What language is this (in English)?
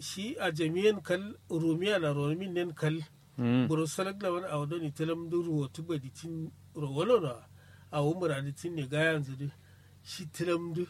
Kanuri